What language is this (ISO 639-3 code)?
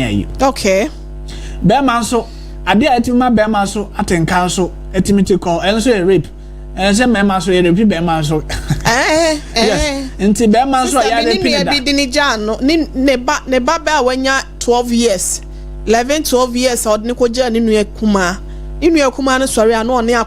aka